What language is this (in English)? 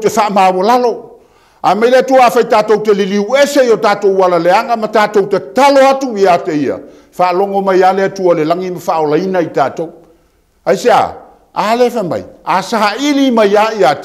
Samoan